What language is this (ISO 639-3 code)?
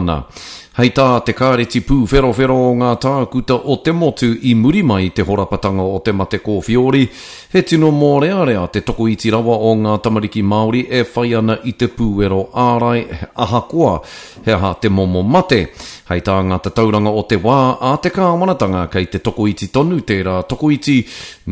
mri